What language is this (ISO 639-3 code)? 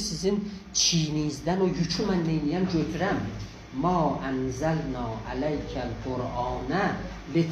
azb